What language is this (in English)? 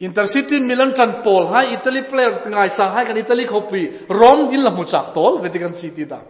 Hmar